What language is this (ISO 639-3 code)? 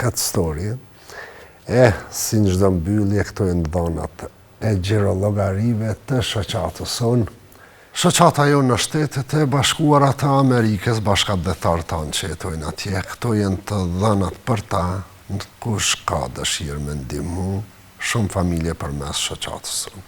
sqi